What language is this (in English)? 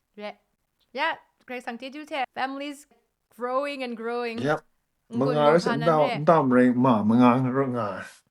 Kachin